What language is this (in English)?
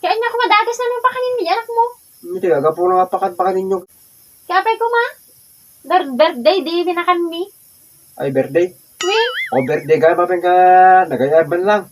Iloko